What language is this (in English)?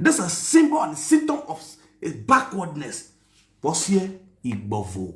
Nigerian Pidgin